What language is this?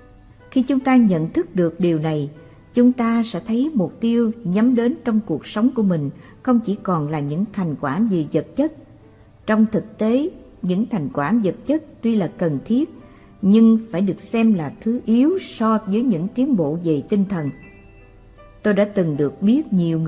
Vietnamese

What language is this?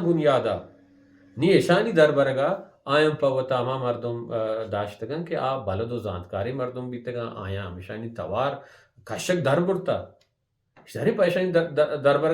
Baluchi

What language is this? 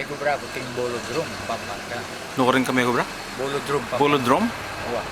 Pampanga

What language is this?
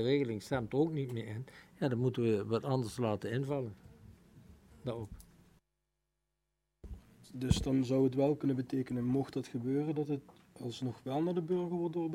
Dutch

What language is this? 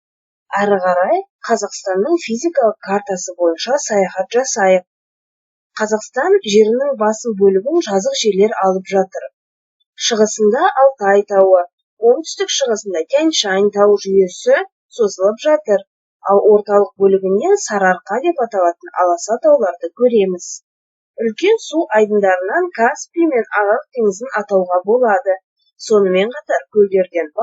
Kazakh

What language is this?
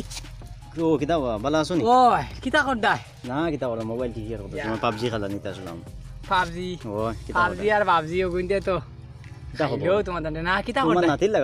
Sylheti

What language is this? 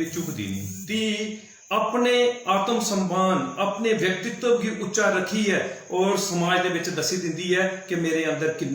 Dogri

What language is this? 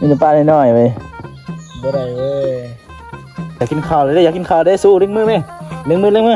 Lao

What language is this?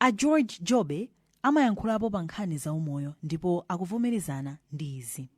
Nyanja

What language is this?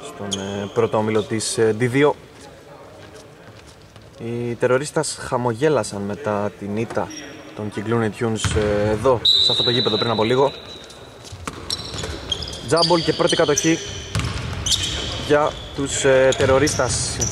Greek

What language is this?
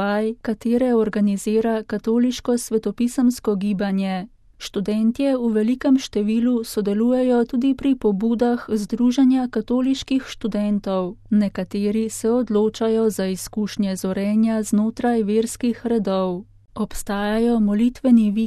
Slovenian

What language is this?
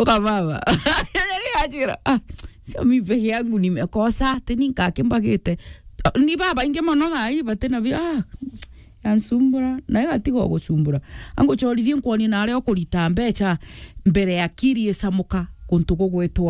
Meru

